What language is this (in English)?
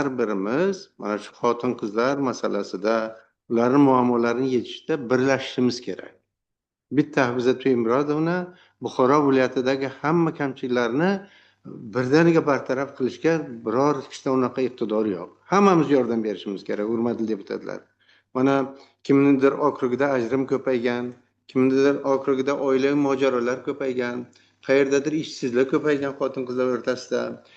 Uzbek